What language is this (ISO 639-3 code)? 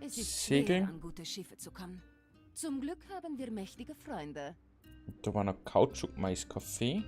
bar